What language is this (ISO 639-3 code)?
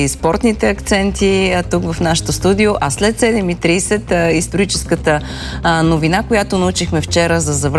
bul